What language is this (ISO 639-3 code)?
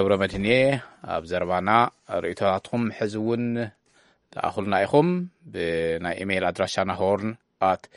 tir